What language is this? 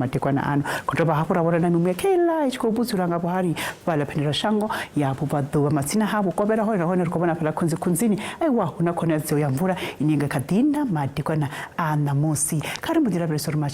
Venda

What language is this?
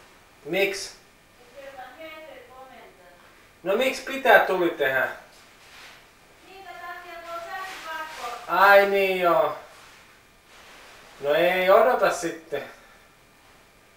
Finnish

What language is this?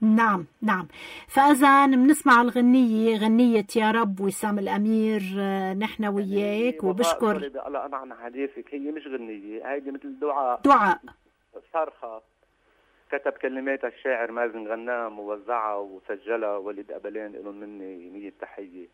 North Levantine Arabic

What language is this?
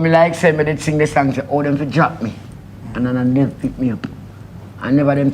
Jamaican Creole English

